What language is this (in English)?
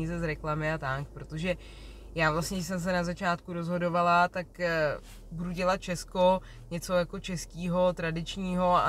Czech